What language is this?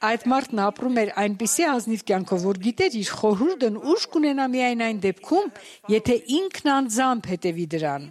Armenian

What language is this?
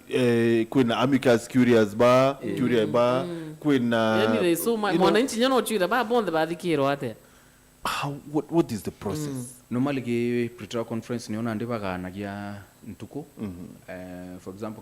Meru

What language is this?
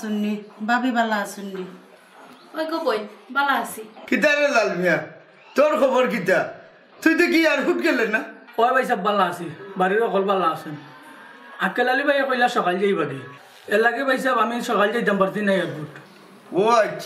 Sylheti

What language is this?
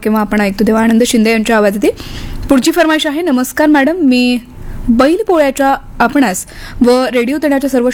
Marathi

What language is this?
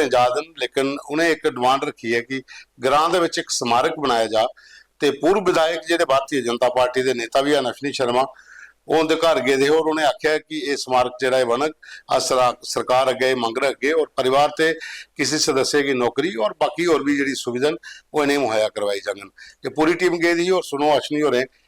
Dogri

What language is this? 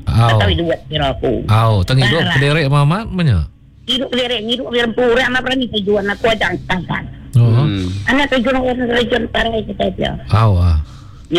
Iban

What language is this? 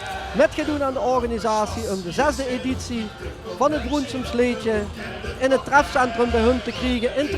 Limburgish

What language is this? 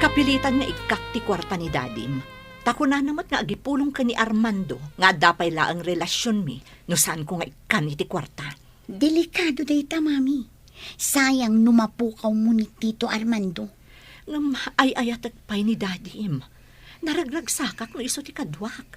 Iloko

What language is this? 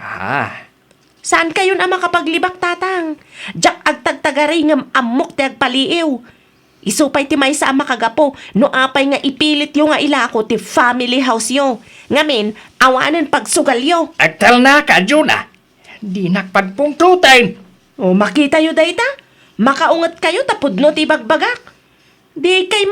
Iloko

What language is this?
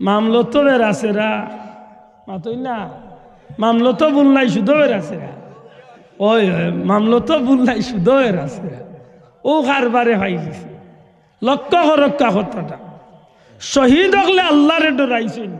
Sylheti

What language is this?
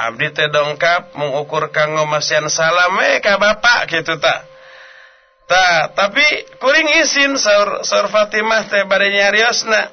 Sundanese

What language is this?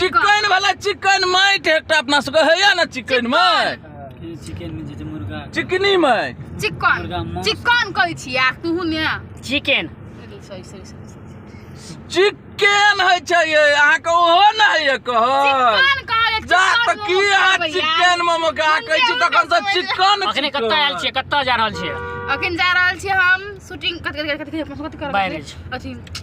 Maithili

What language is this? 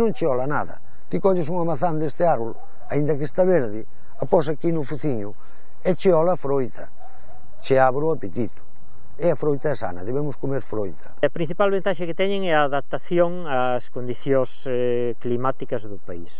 Galician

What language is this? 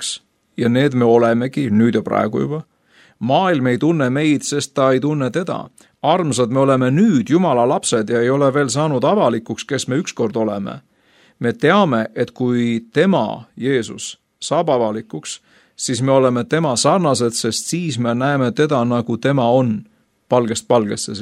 Estonian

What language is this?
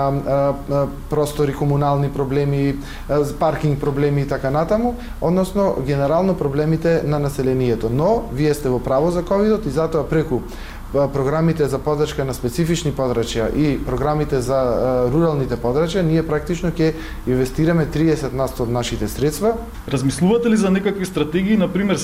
Macedonian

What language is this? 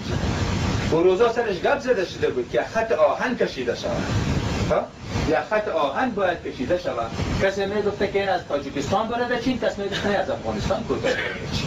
Tajik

